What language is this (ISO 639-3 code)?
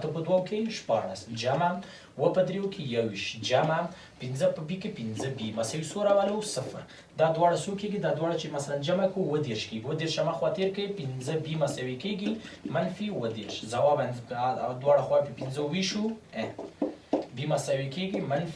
pus